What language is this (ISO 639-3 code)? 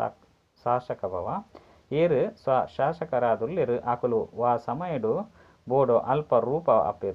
tcy